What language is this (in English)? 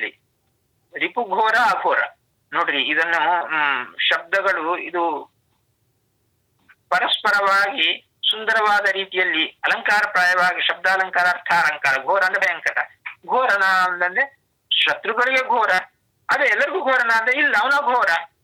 Kannada